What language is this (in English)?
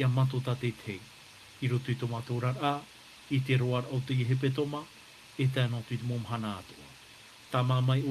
Tahitian